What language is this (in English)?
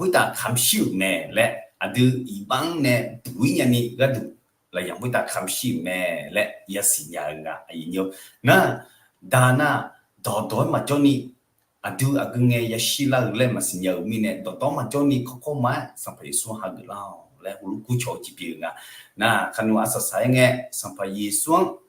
Akha